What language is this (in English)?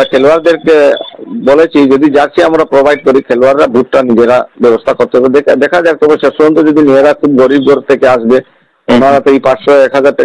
Bangla